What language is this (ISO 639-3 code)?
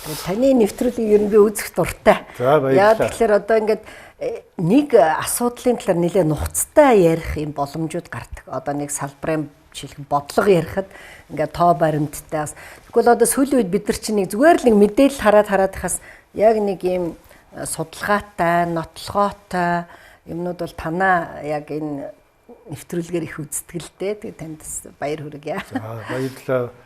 mon